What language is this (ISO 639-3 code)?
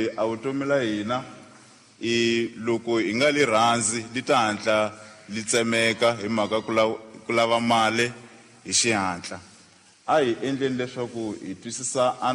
tso